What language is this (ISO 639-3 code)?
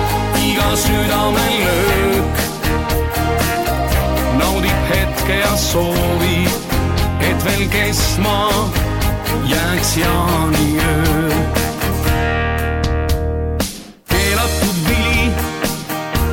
est